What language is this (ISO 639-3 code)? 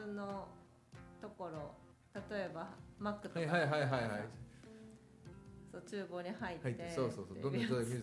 jpn